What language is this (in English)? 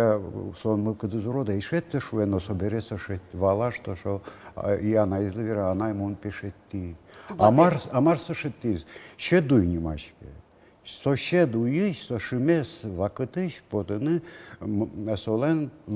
Udmurt